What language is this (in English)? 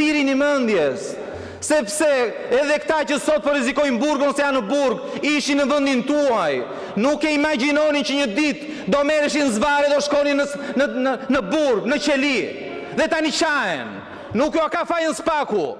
Albanian